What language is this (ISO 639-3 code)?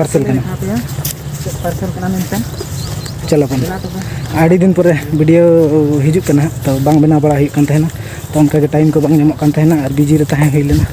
sat